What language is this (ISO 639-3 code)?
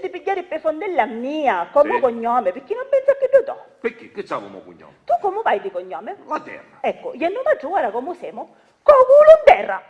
scn